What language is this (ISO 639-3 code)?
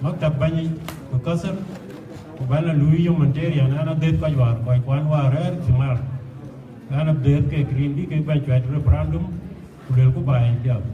din